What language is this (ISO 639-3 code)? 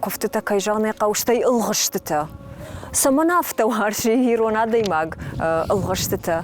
oss